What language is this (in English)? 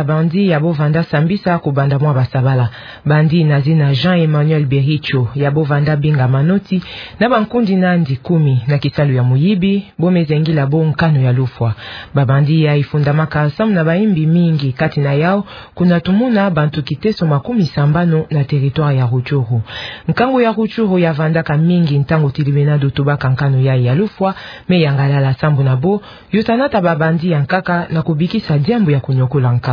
Kituba (Democratic Republic of Congo)